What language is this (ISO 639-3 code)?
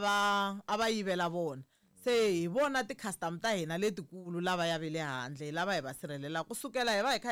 tso